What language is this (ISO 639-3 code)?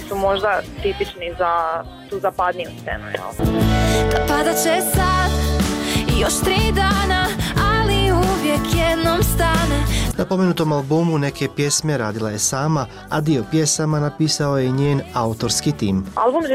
bos